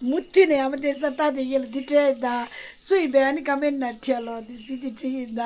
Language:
Tibetan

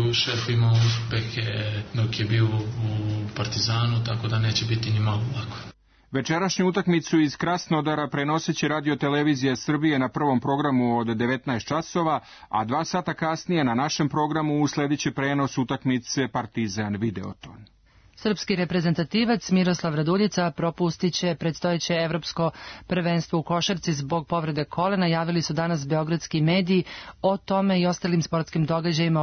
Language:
Serbian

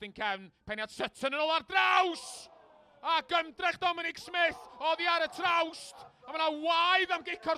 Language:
Welsh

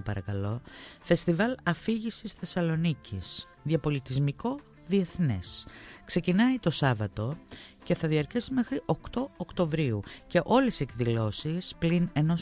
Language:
Greek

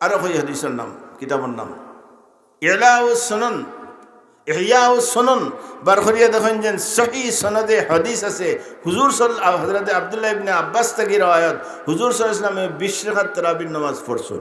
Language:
Sylheti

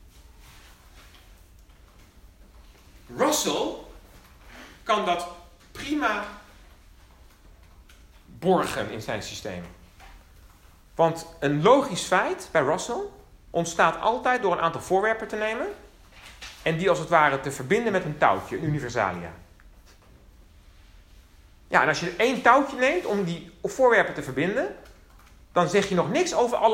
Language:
Dutch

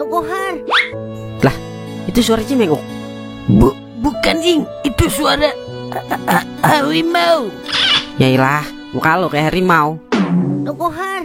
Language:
Betawi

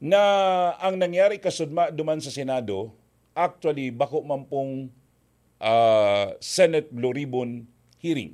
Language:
Bikol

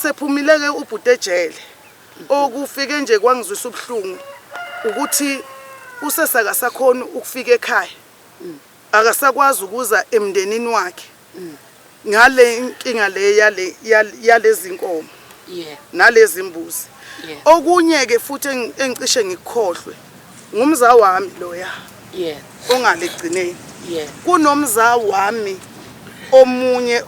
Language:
Zulu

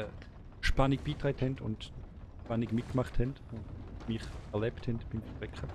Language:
Swiss German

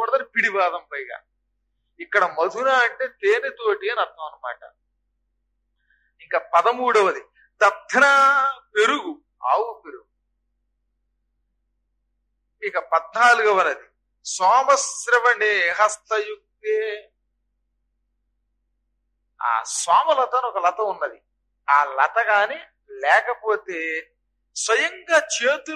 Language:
Telugu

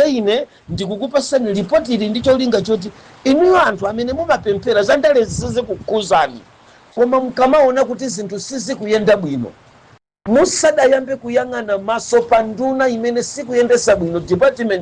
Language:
Nyanja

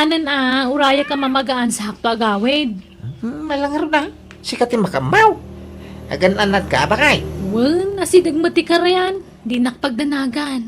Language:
Iloko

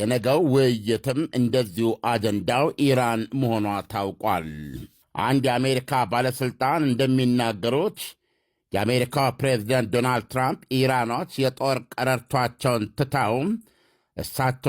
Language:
Amharic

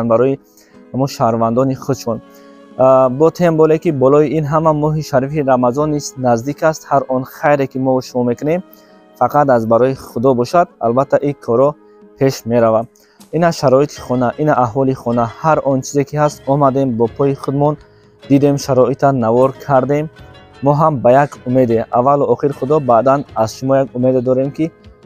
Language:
Tajik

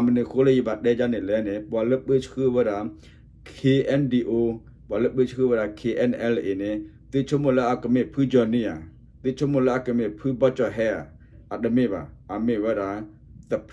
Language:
S'gaw Karen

